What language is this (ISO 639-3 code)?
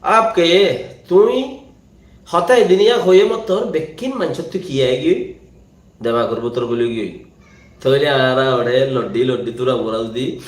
rhg